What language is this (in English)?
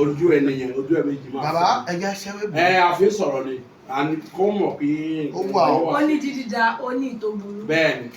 Yoruba